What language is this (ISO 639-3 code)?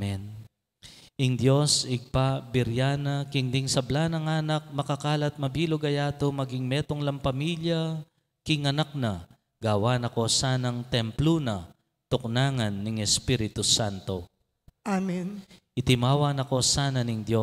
pam